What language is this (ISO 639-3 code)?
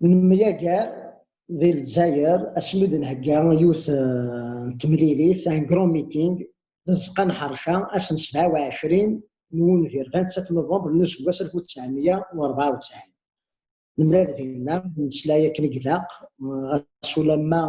kab